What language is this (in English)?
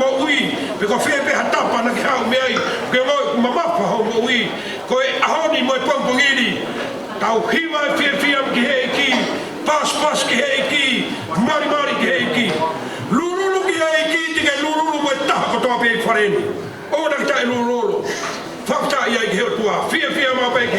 Tongan